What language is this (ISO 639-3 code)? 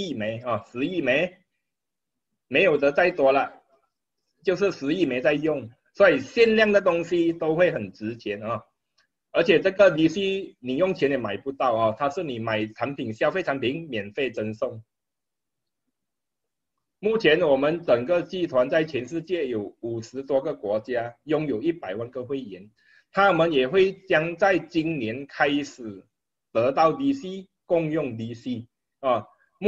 zho